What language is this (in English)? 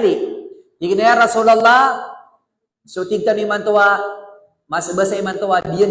Maranao